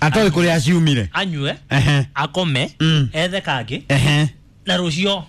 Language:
Kikuyu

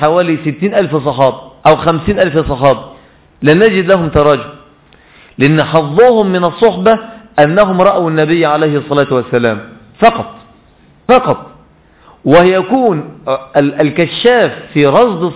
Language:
Arabic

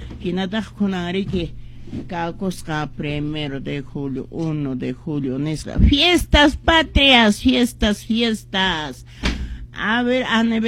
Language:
Quechua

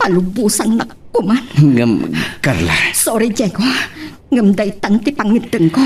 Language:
Iloko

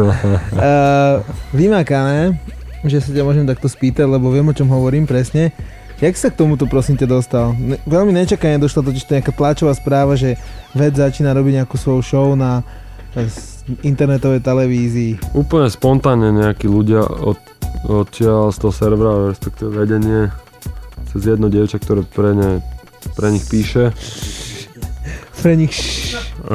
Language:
Slovak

